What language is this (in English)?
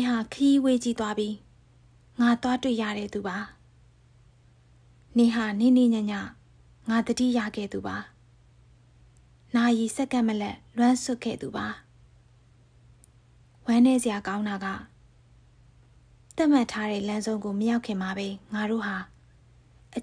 Burmese